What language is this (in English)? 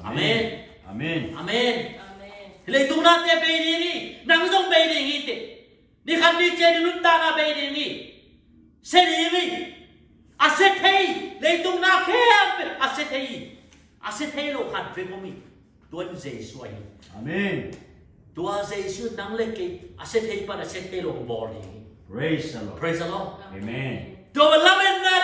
Tedim Chin